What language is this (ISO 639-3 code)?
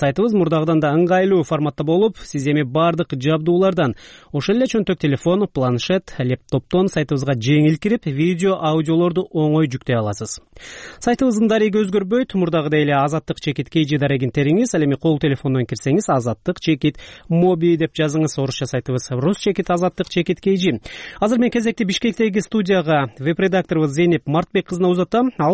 kir